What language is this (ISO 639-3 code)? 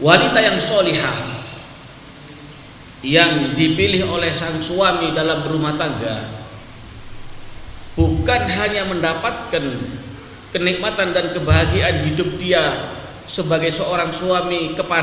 ind